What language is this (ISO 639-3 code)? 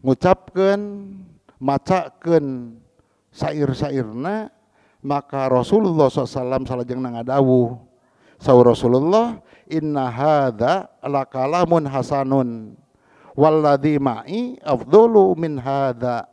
sun